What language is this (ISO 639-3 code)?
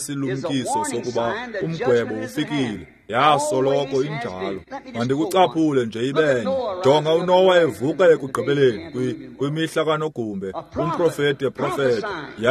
xho